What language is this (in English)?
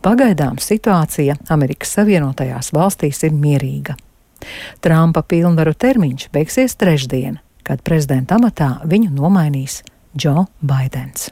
Latvian